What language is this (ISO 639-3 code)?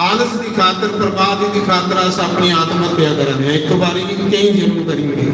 doi